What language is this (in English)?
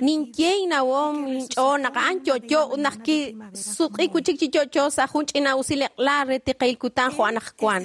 Kekchí